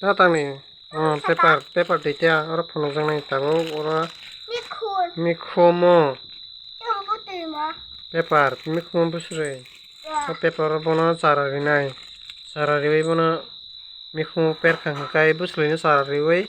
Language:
Kok Borok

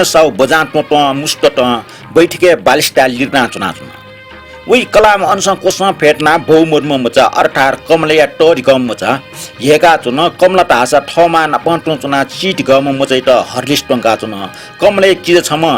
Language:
Newari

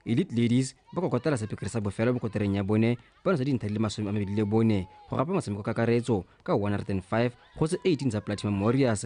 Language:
Tswana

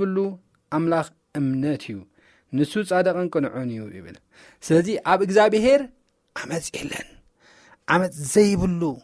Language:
Tigrinya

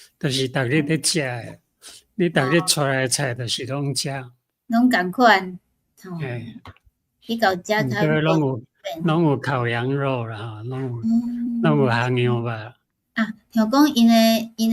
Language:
Min Nan Chinese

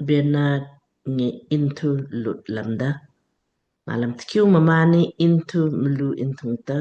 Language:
Lamkang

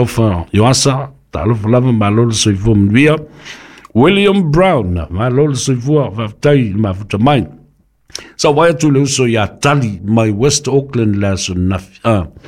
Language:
Samoan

